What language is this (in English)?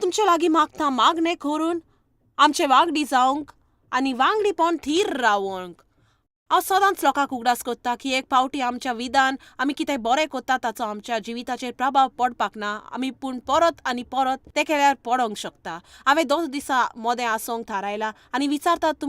Konkani